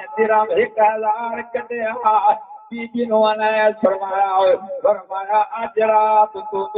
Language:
Saraiki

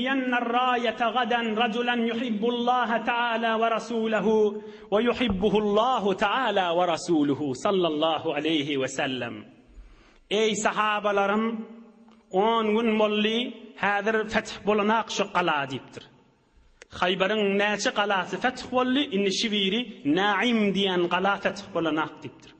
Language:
Turkmen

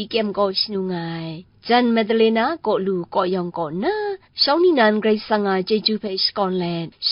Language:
Kachin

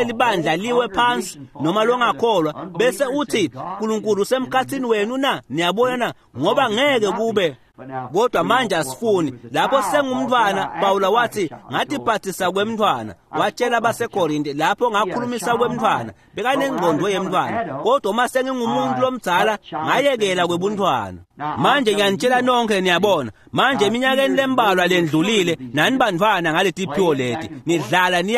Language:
Swati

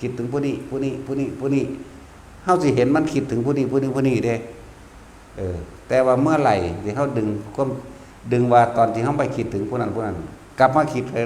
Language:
Northeastern Thai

